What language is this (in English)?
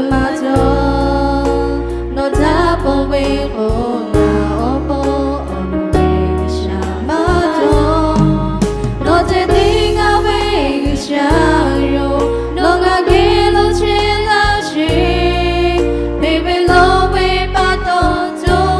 Lahu